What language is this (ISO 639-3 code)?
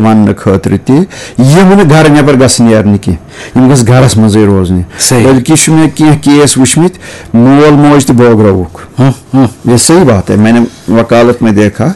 kas